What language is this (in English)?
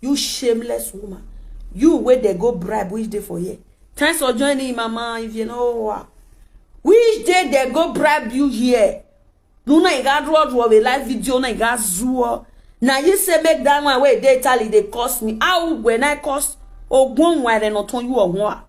Nigerian Pidgin